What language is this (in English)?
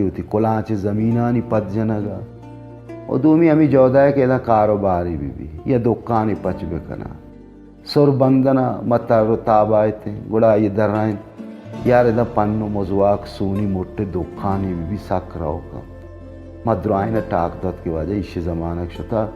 Baluchi